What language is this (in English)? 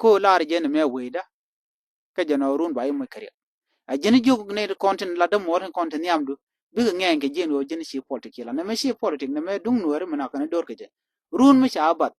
Nuer